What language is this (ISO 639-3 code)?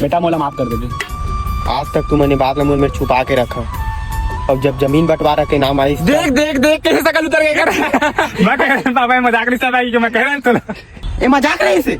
hne